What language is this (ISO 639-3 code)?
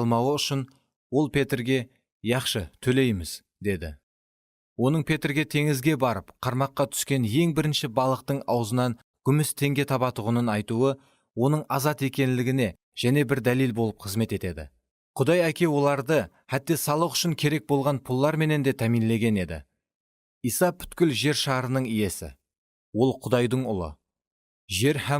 kaa